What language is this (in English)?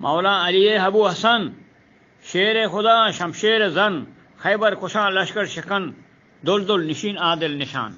Eastern Balochi